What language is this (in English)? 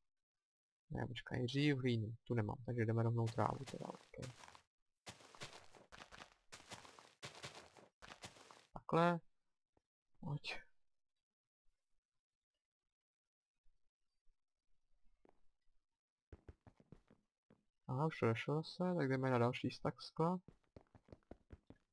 Czech